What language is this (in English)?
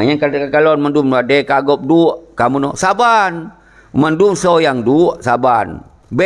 Achinese